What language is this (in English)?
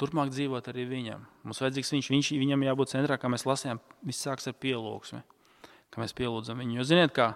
Latvian